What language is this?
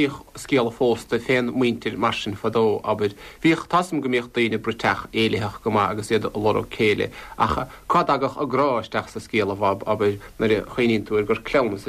Irish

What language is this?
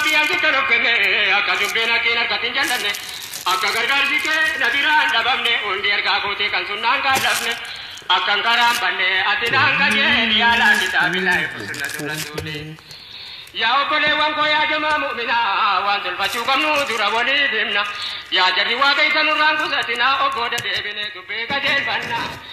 Oromo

